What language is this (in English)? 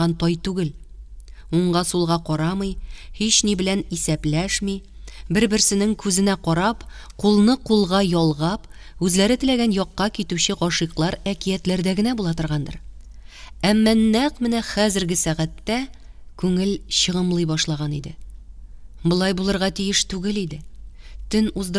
Tatar